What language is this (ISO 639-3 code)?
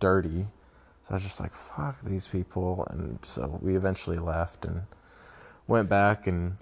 eng